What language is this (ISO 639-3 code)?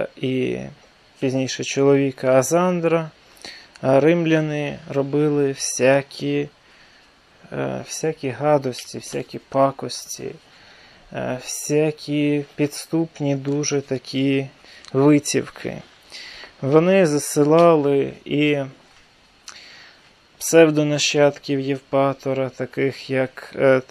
ukr